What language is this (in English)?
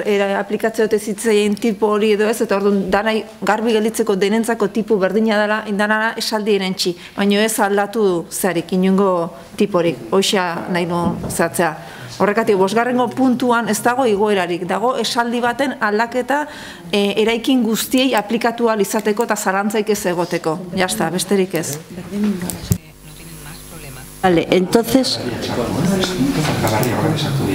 Basque